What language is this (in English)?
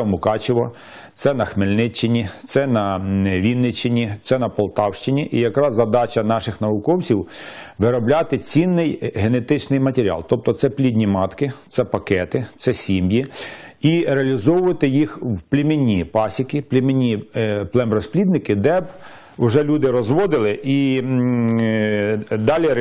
Ukrainian